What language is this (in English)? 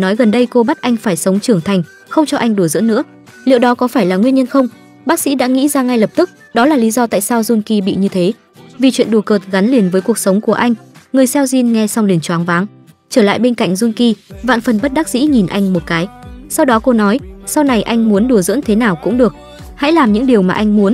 Vietnamese